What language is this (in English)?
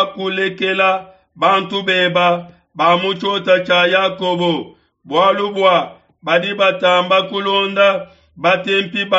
Luba-Lulua